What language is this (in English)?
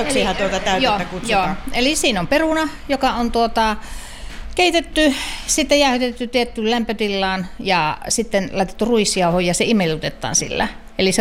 Finnish